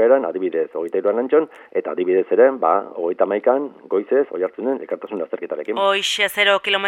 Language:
Basque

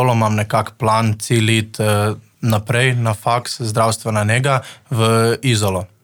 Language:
Slovenian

